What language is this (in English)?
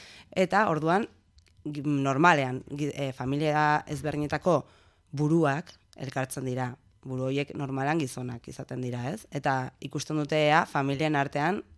Basque